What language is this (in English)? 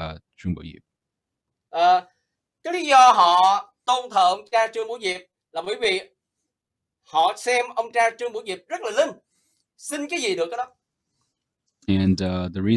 Vietnamese